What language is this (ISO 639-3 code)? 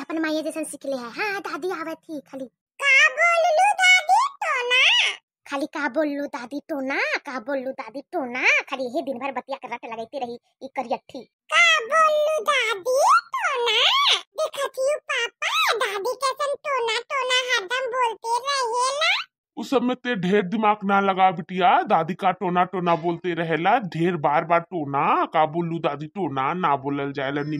bho